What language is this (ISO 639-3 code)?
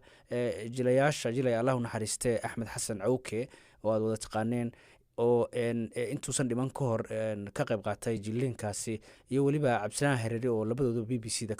som